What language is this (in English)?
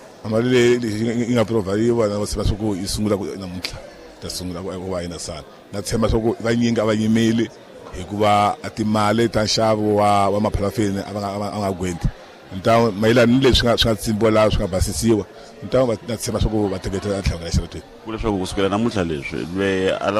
Tsonga